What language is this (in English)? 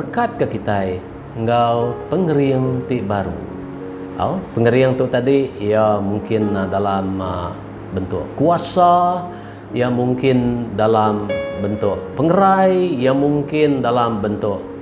Iban